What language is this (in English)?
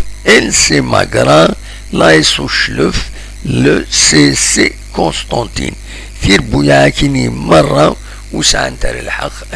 Kabyle